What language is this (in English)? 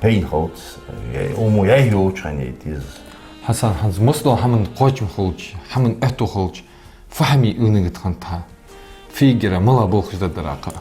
Ingush